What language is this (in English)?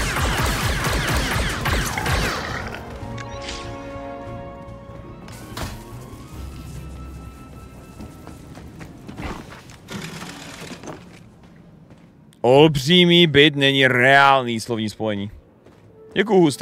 Czech